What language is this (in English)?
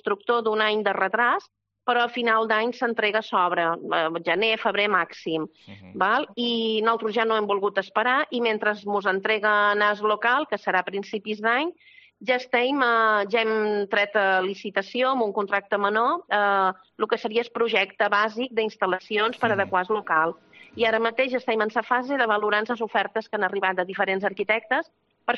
Catalan